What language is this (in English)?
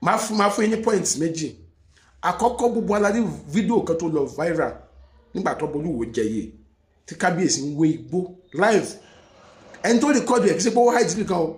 Yoruba